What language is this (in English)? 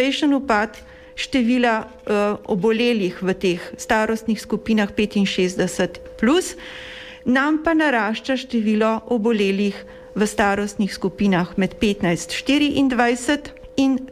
Slovenian